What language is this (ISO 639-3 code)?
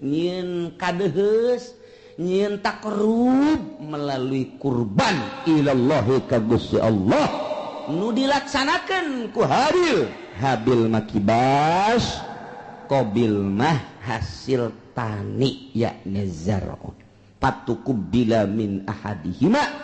sun